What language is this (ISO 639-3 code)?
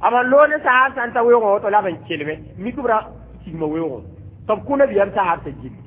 mos